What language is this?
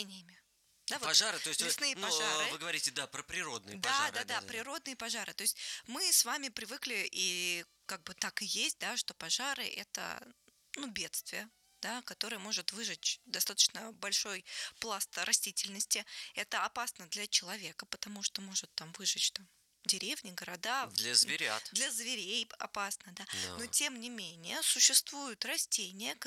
Russian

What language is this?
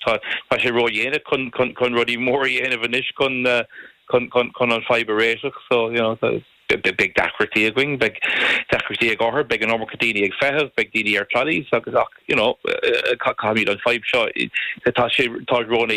Irish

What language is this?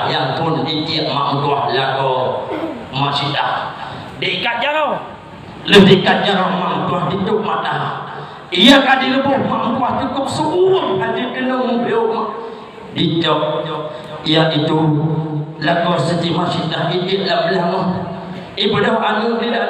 Achinese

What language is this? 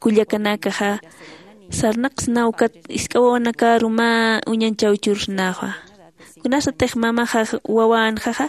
Aymara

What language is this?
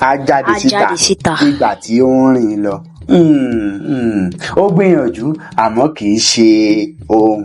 Yoruba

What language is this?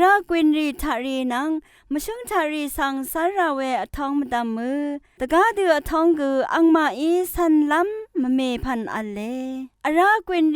Rawang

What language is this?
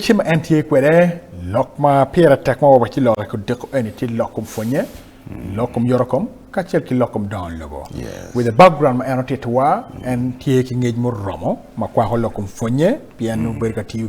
Acoli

